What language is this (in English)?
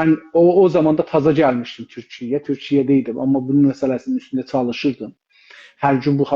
South Azerbaijani